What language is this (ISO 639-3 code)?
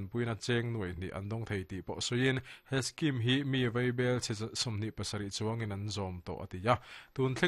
lus